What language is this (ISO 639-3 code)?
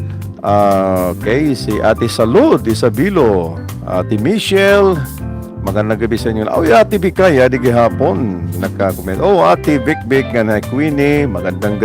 war